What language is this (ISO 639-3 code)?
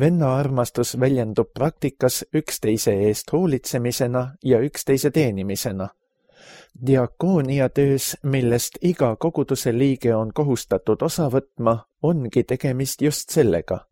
est